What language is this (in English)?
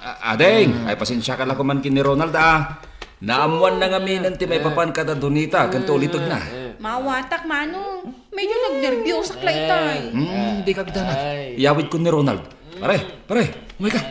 Iloko